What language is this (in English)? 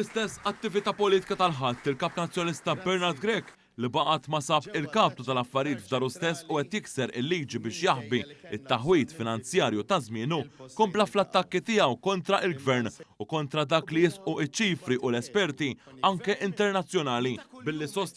Maltese